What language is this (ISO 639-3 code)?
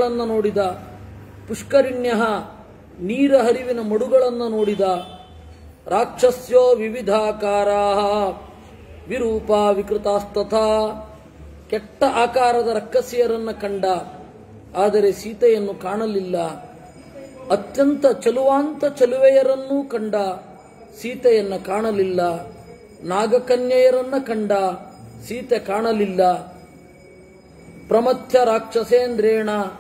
kan